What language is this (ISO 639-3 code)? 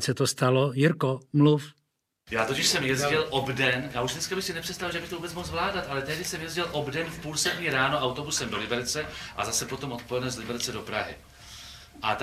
ces